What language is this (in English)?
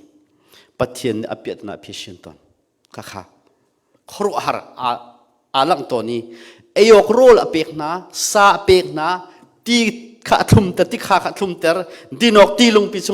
Hakha Chin